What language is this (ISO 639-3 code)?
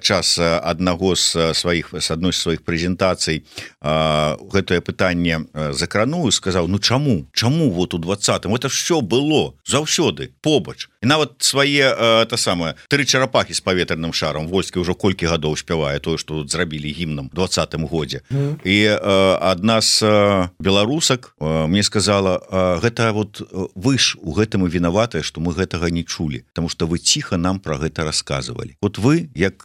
bel